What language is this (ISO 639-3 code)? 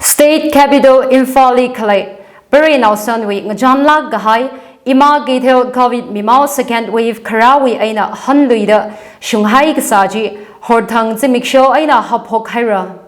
nmf